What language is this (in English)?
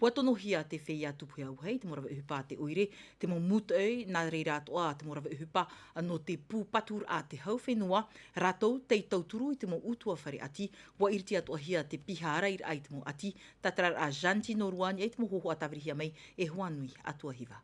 Tahitian